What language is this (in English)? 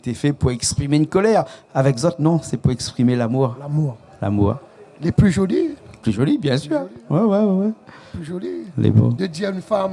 Réunion Creole French